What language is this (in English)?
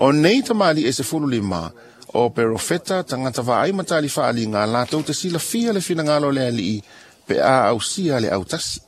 Samoan